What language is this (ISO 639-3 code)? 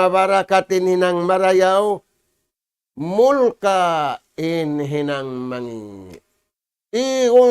tsg